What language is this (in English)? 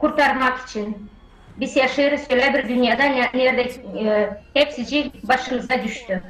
Gagauz